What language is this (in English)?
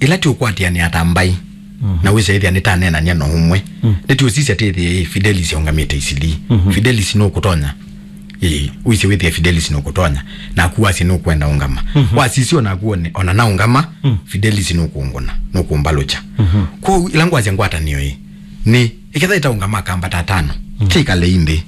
Kamba